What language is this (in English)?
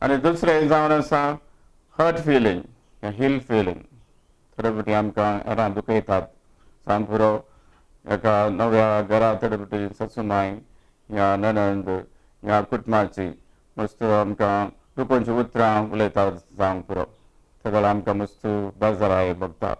Konkani